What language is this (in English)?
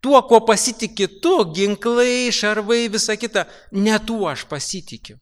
Lithuanian